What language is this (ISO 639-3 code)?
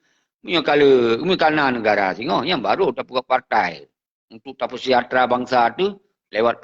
ace